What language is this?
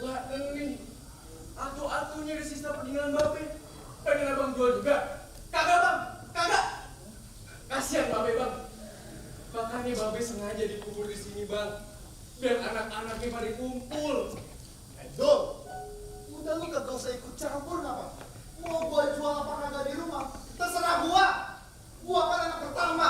Betawi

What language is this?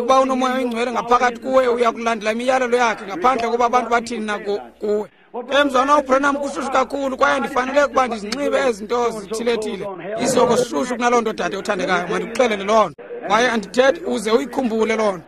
Xhosa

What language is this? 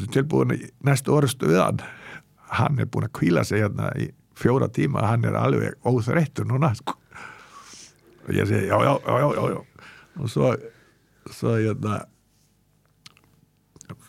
Icelandic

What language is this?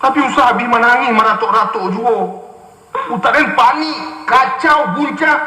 Minangkabau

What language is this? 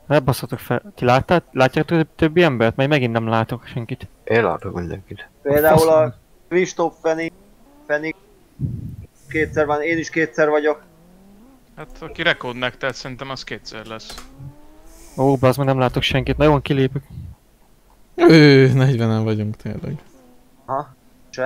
Hungarian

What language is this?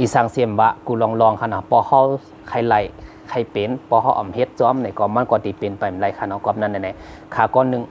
Shan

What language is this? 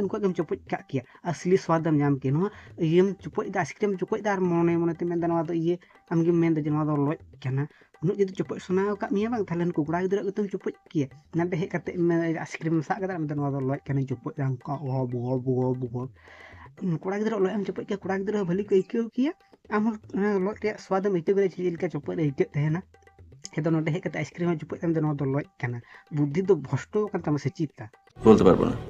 Santali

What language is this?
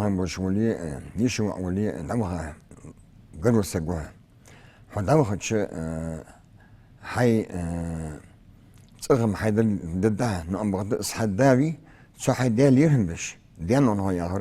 Ingush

